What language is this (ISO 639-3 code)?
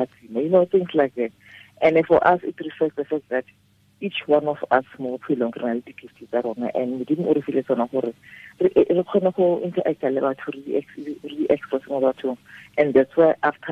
tsn